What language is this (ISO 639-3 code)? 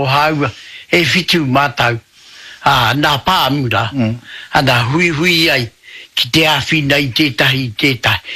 mri